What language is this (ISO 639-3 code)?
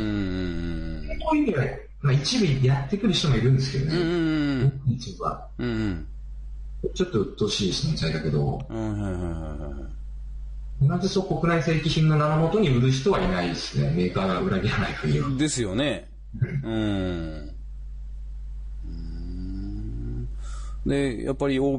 jpn